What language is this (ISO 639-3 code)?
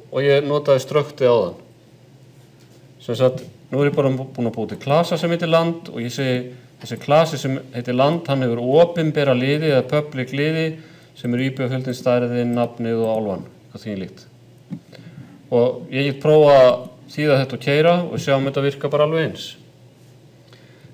isl